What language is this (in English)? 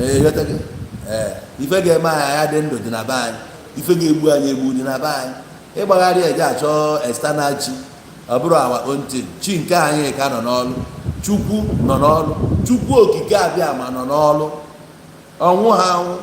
Igbo